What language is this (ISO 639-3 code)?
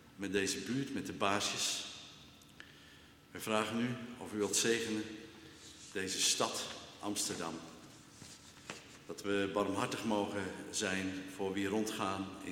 nld